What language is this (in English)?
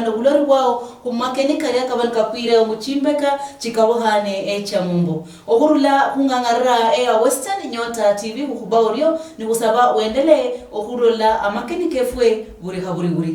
Luyia